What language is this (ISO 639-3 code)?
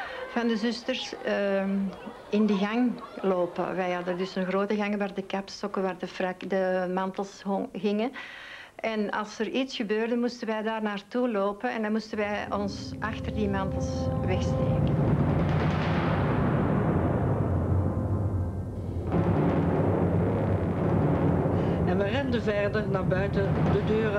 nld